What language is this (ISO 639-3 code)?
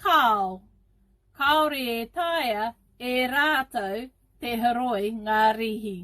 mri